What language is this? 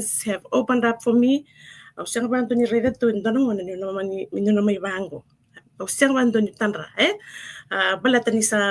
Fijian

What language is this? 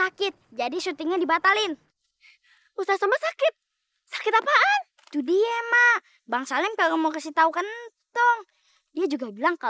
Betawi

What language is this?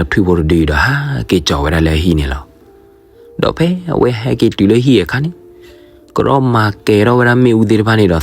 S'gaw Karen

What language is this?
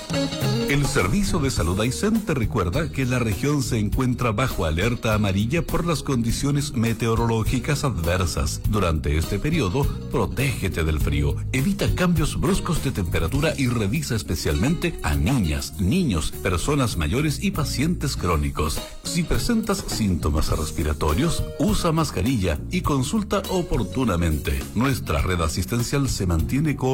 Spanish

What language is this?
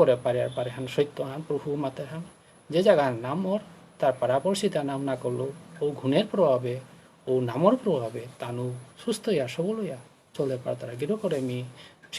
Bishnupriya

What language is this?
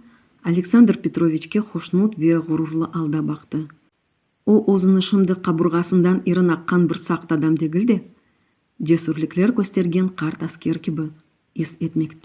Crimean Tatar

